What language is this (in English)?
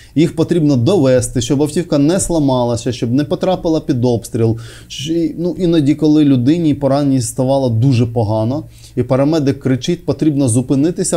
Ukrainian